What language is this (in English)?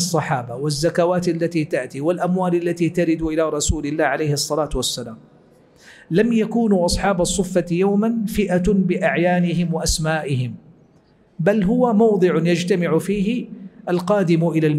Arabic